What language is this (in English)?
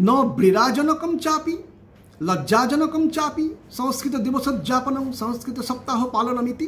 Sanskrit